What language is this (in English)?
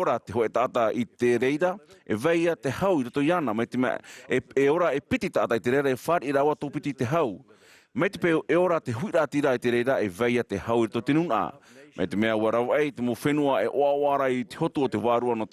Tahitian